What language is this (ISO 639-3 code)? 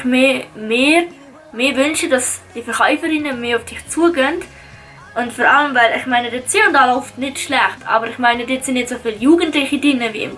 gsw